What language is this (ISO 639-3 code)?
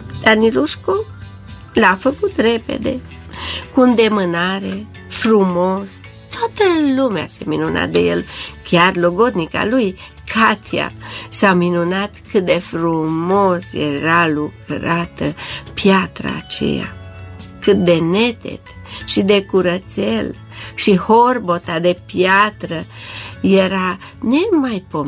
ron